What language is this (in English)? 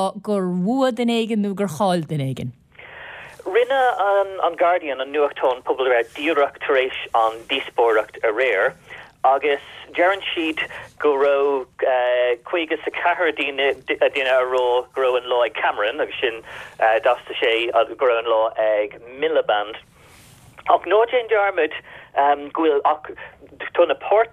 Irish